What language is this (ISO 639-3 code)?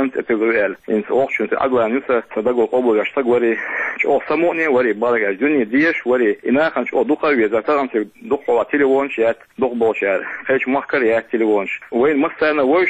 che